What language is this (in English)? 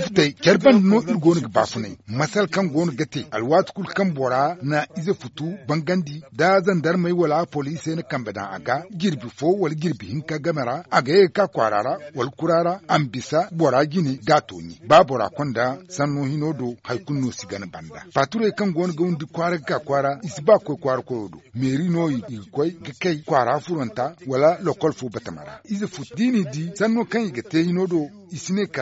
Zarma